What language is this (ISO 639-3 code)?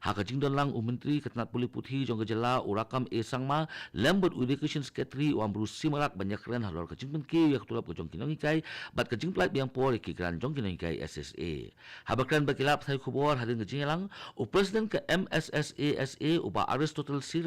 kha